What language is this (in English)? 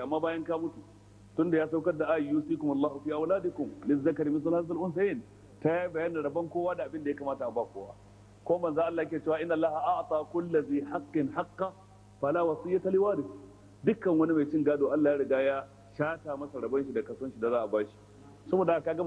Hausa